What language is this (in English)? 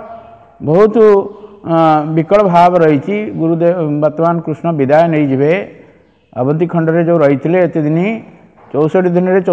Odia